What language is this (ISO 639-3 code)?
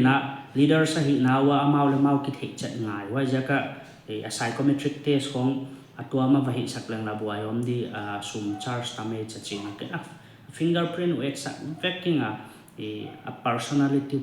pck